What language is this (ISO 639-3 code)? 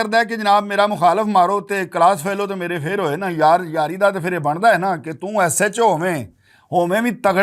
lah